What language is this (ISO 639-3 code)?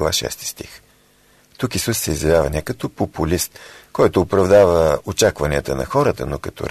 bul